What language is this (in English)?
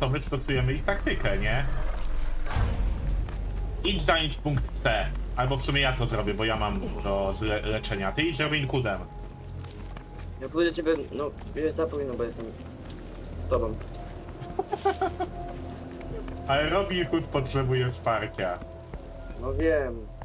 Polish